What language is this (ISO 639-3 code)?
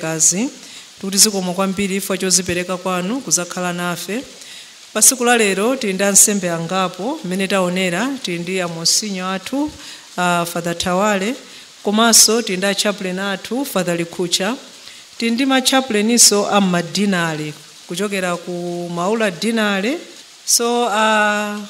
nya